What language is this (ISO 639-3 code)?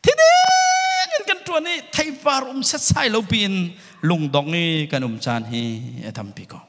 cnh